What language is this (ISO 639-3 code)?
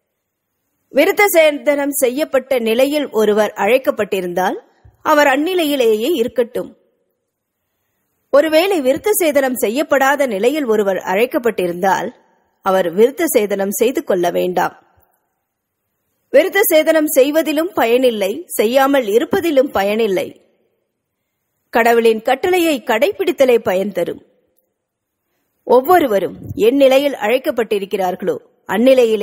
tam